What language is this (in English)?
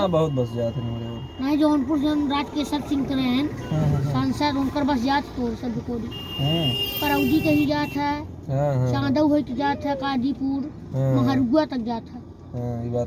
Awadhi